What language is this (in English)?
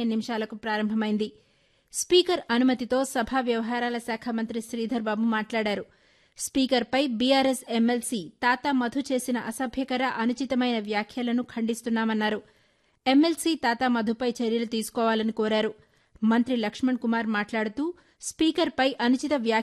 Telugu